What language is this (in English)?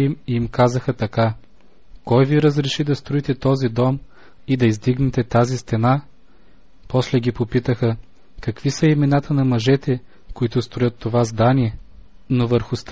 Bulgarian